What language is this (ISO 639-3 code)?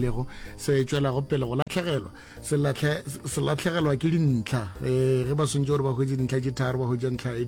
nso